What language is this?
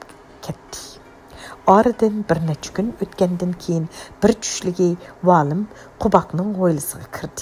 Uyghur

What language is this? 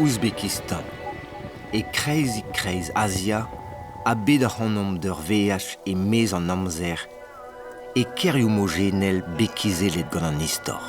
Breton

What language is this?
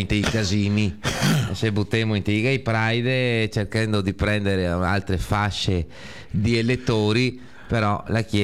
Italian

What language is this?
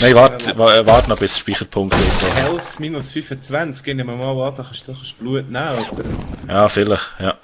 Swiss German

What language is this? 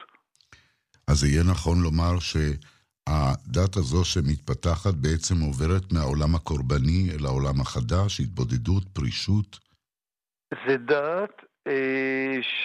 Hebrew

